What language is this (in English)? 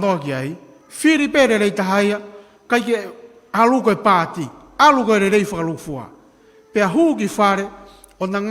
Tongan